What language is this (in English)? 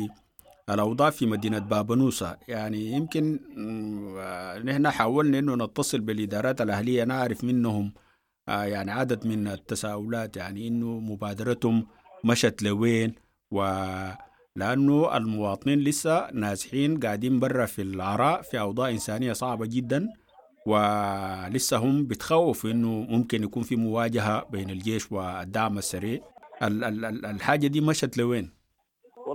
Sudanese Arabic